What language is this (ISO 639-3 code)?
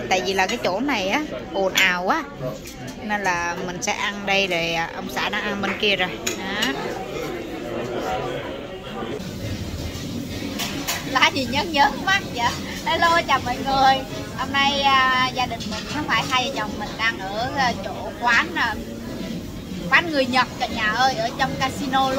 vie